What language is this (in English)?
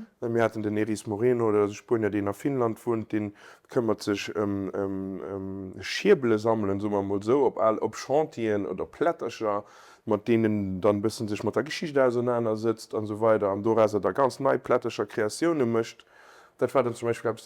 Luxembourgish